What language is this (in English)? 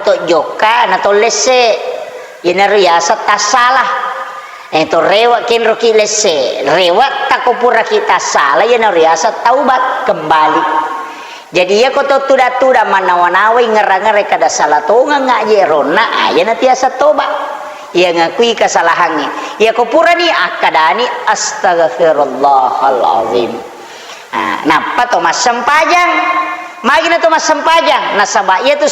Buginese